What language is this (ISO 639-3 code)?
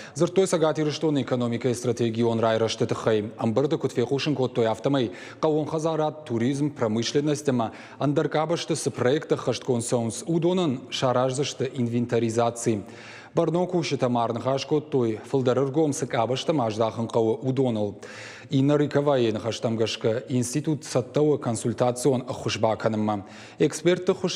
oss